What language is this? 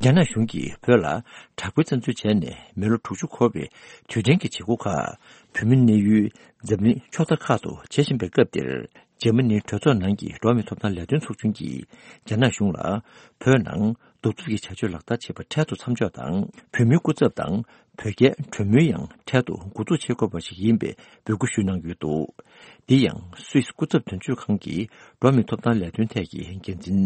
Tibetan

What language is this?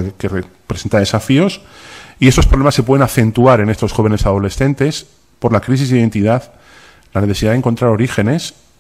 Spanish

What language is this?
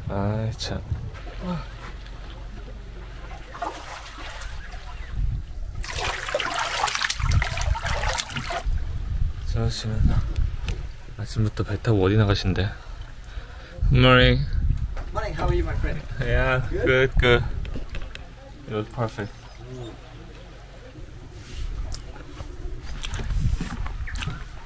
Korean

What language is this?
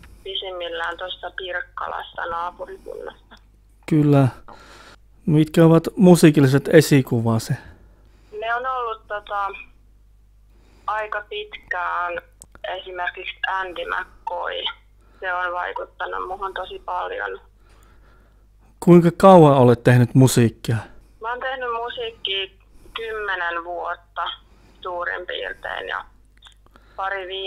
Finnish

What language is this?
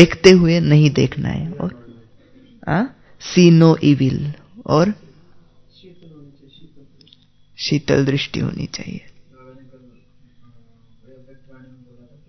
Hindi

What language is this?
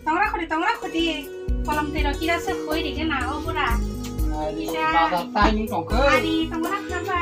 Kok Borok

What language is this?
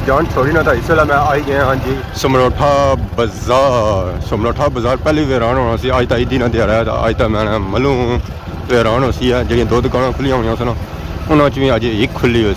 Pahari-Potwari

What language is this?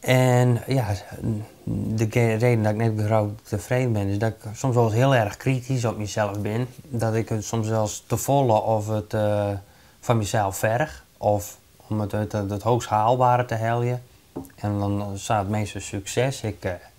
Western Frisian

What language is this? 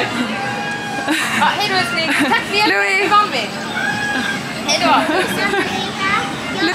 Swedish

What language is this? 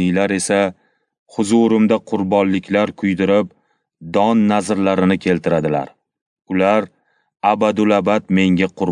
Uzbek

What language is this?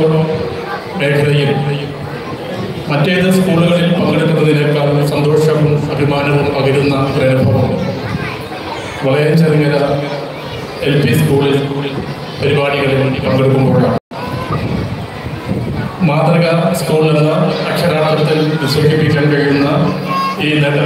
Malayalam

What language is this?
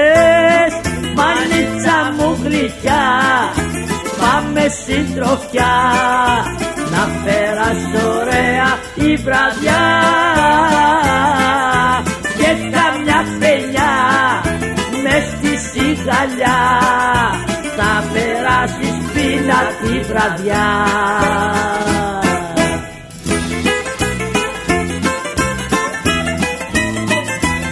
Greek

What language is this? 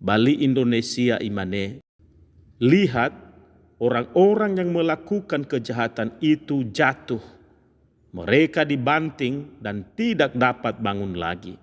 Nias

